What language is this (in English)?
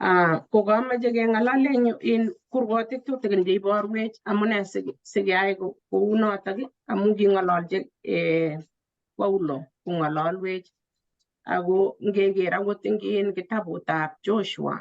Kalenjin